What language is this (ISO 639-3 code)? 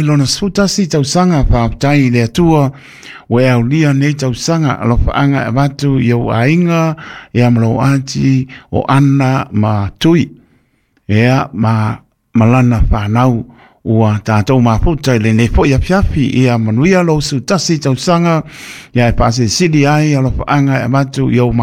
smo